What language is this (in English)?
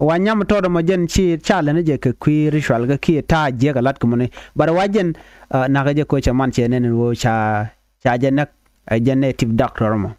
Nuer